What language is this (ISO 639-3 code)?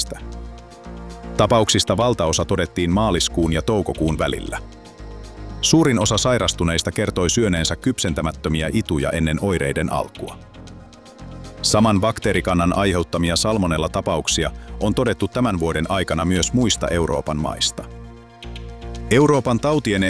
fin